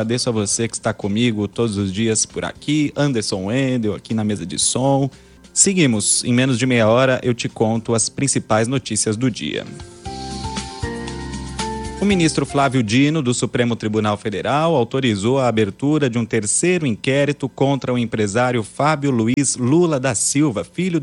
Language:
Portuguese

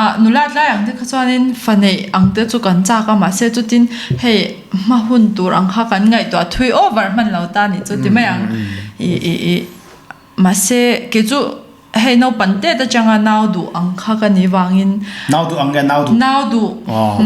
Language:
Mizo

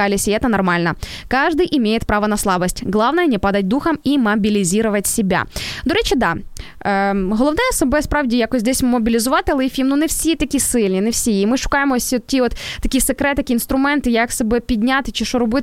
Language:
Ukrainian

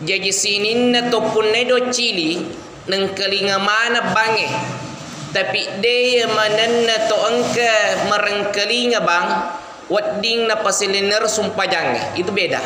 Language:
Buginese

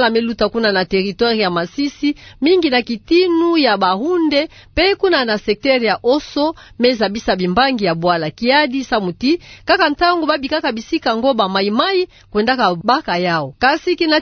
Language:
Kituba (Democratic Republic of Congo)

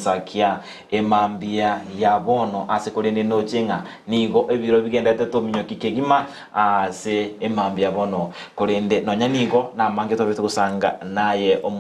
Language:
Gusii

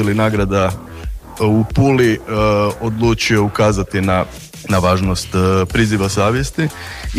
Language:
Croatian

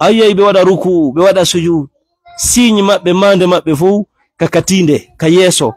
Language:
Fula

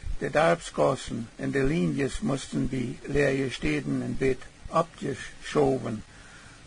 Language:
Plautdietsch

